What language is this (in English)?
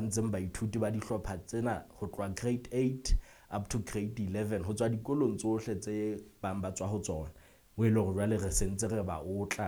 Southern Sotho